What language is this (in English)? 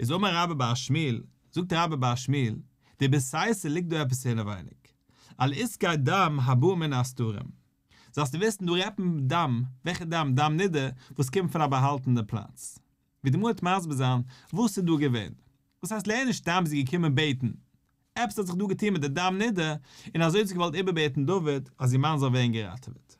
Yiddish